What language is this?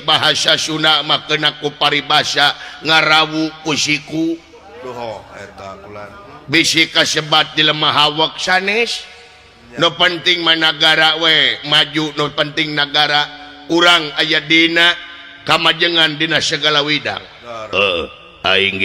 Sundanese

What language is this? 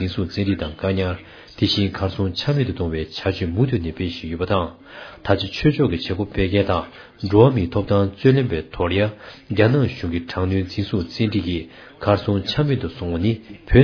Tibetan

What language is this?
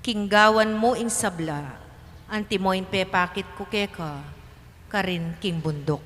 Pampanga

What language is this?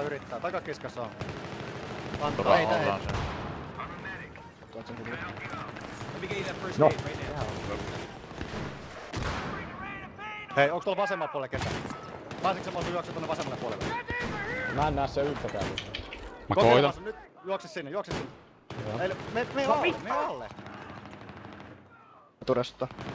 Finnish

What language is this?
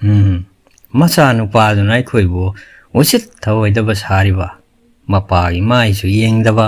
Manipuri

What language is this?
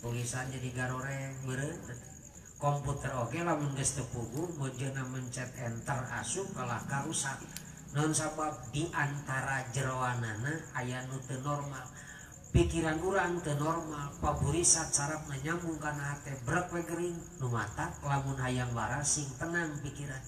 Sundanese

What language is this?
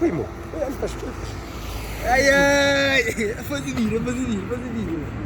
Kabuverdianu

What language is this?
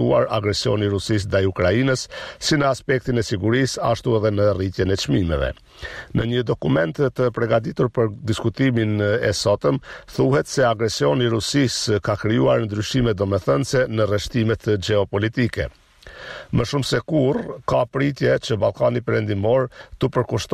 Albanian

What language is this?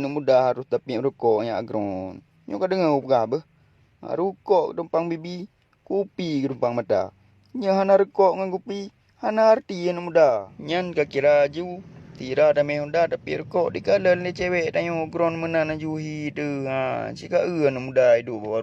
Achinese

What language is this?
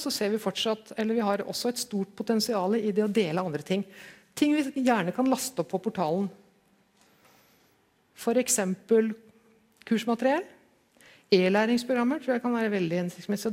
Norwegian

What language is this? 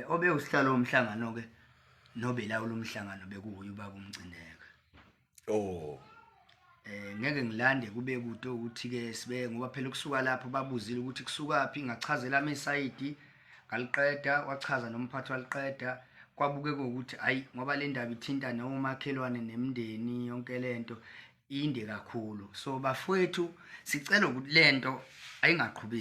Zulu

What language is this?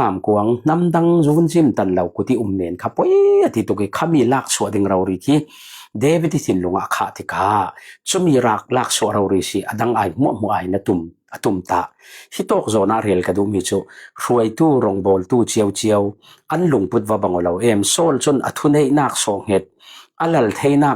Falam Chin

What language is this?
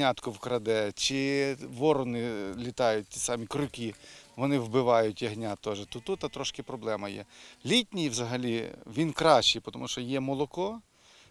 Ukrainian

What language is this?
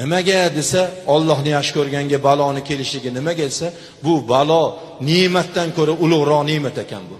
Uzbek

